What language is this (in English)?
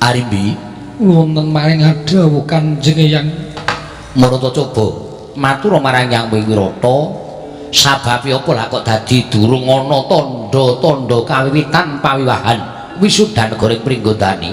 Javanese